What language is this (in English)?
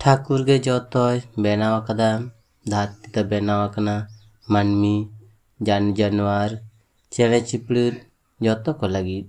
Santali